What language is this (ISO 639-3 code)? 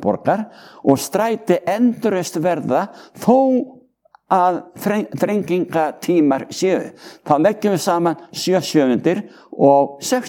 isl